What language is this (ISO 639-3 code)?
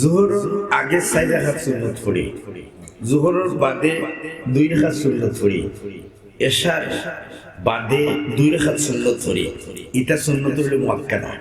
syl